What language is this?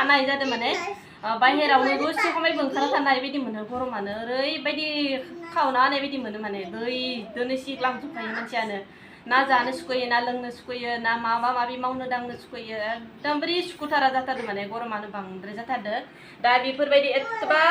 Bodo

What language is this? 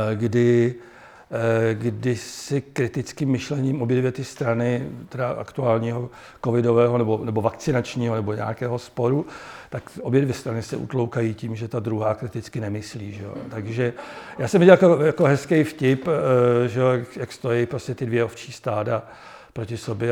Czech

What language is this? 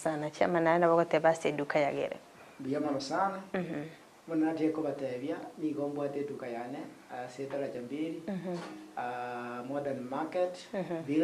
Gusii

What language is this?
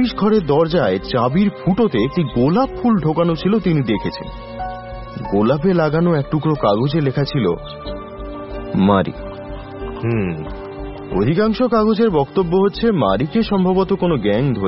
Bangla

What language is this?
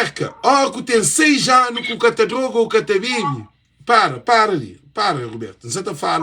Kabuverdianu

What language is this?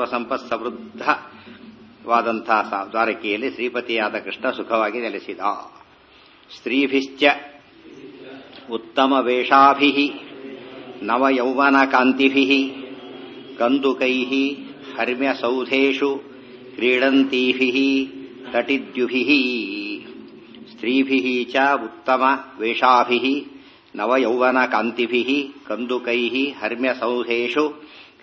Kannada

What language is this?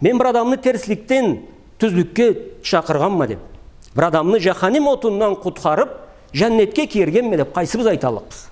Karachay-Balkar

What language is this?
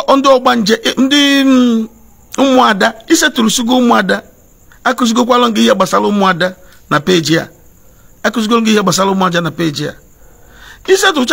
Igbo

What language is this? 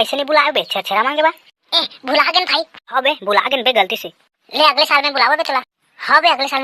Chhattisgarhi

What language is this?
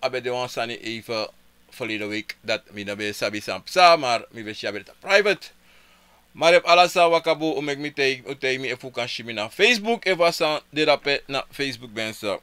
Sranan Tongo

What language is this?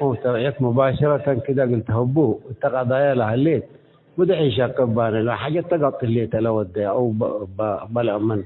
Tigre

